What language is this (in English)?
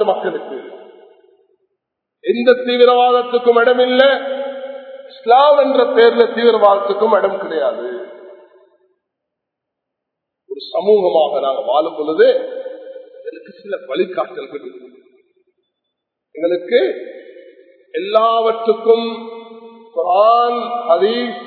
Tamil